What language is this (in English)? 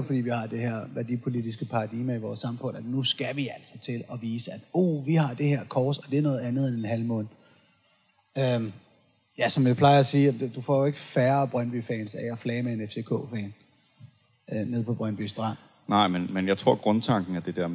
Danish